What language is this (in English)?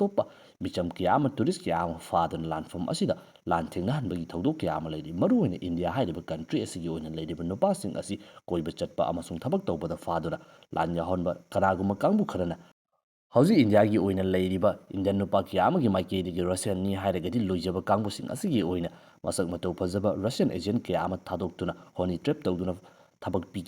Manipuri